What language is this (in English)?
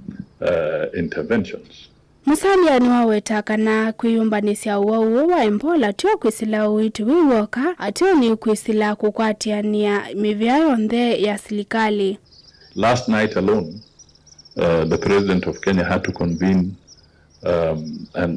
Kamba